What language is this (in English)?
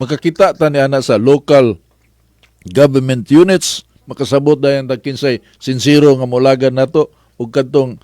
Cebuano